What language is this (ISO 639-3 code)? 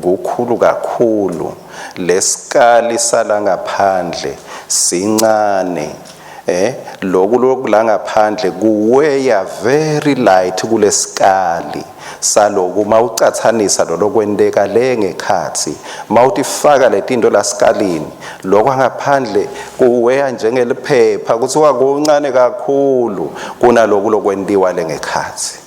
ssw